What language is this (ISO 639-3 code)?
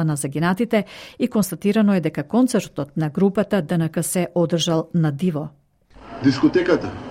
mkd